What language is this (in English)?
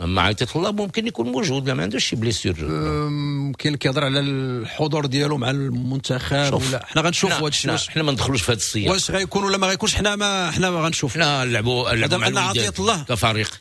Moroccan Arabic